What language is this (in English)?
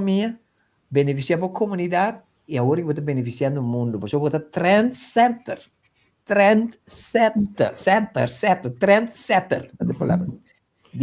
Papiamento